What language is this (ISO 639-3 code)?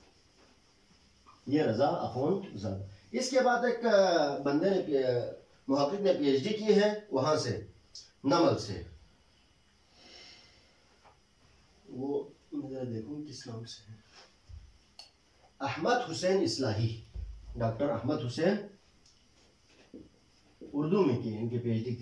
urd